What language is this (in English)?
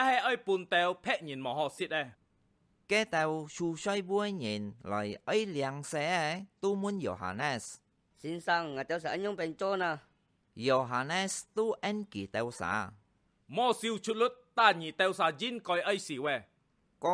Hakka Chinese